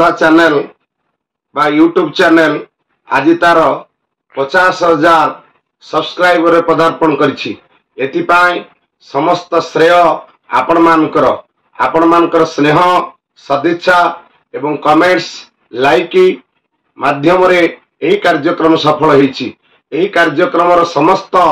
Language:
Odia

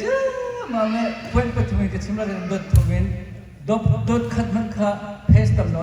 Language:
Hakha Chin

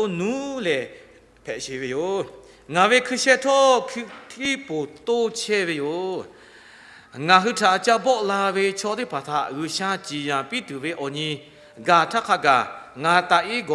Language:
Lahu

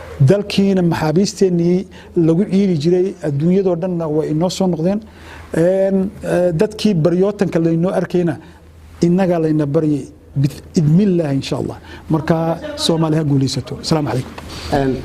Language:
Somali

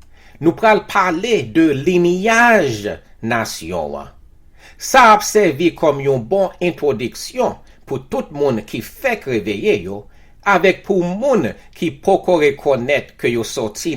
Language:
Haitian Creole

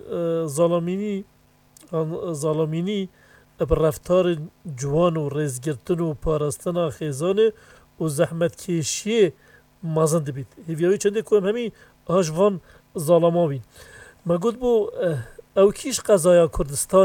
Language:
Kurdish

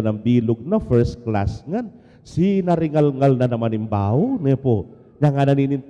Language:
Pampanga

